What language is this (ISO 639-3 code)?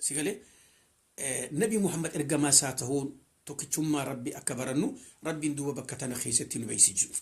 orm